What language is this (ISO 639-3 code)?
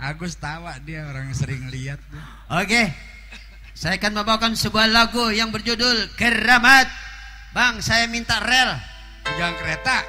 bew